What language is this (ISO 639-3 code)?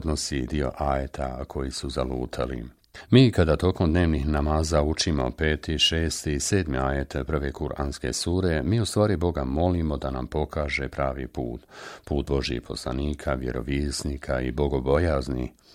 bos